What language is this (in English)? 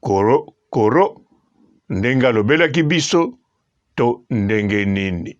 Lingala